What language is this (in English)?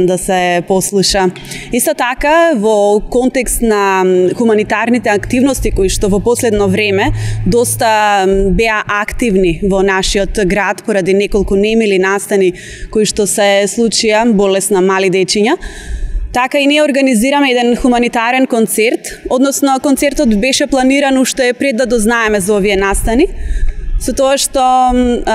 Macedonian